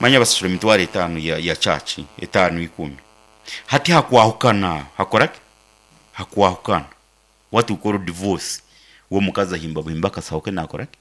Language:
Nyankole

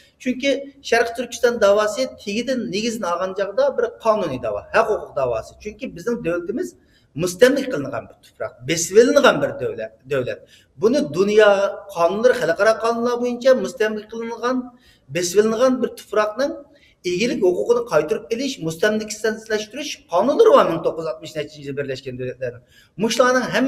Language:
Uyghur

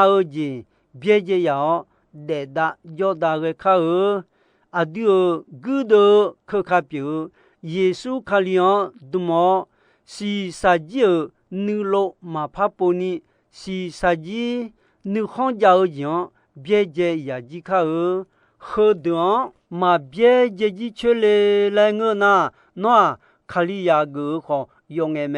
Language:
Akha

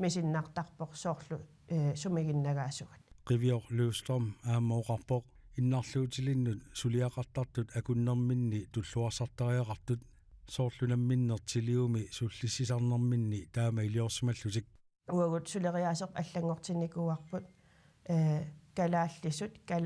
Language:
Kalaallisut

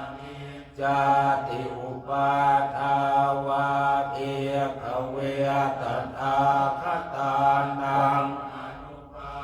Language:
Pali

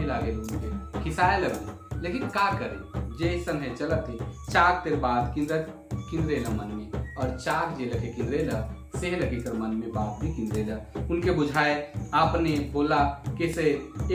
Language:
Sadri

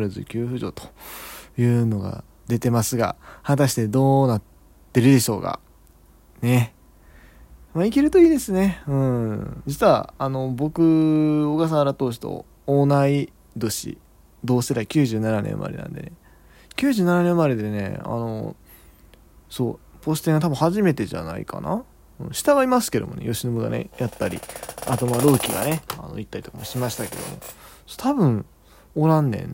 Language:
Japanese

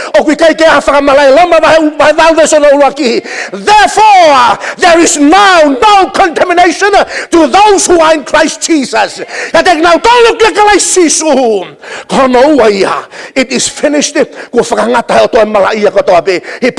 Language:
Tongan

